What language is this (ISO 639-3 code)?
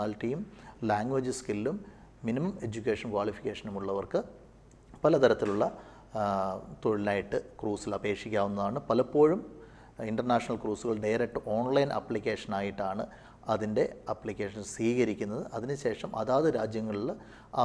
mal